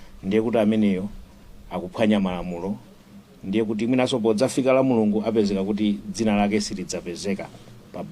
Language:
Nyanja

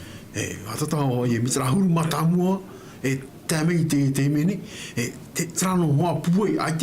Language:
Tahitian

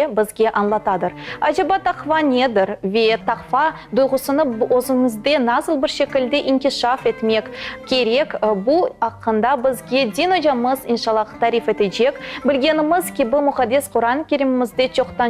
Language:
Crimean Tatar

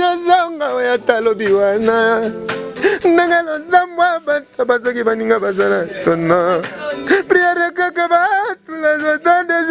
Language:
Lingala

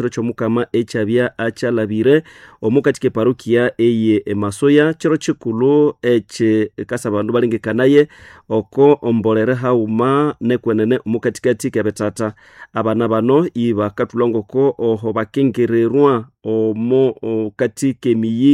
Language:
Nande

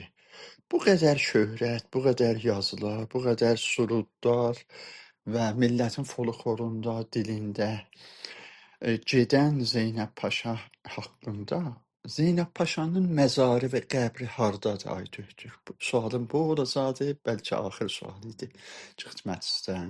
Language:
South Azerbaijani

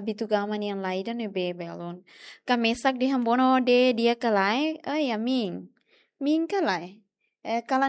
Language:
Tetum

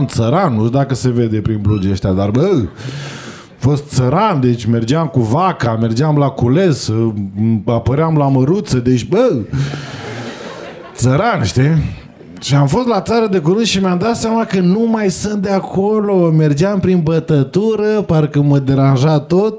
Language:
Romanian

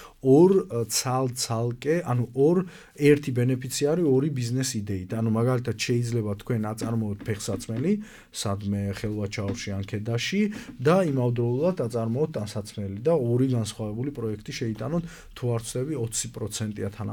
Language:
Georgian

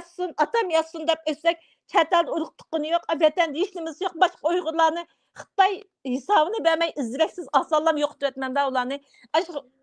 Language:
Uyghur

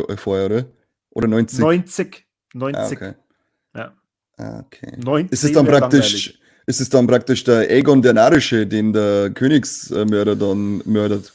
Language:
Bavarian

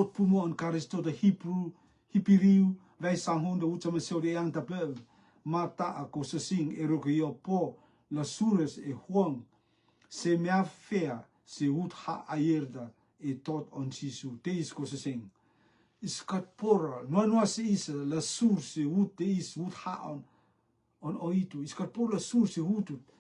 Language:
Rotuman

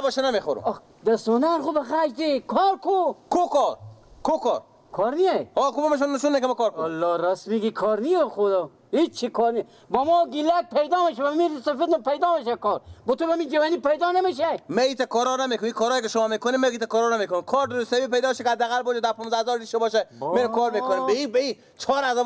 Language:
Persian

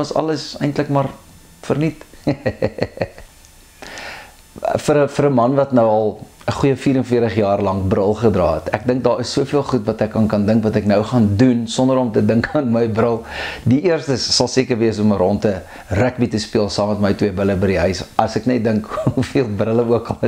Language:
Afrikaans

